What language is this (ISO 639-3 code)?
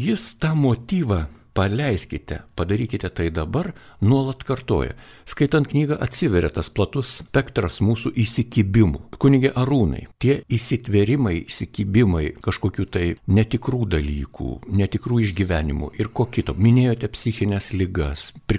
lit